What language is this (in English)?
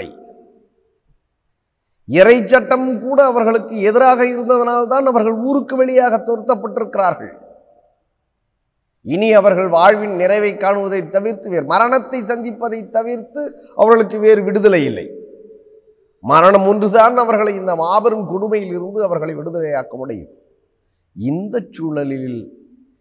Tamil